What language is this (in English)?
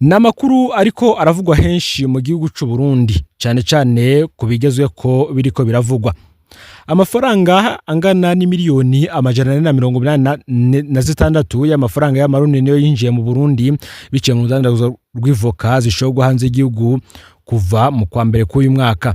Rundi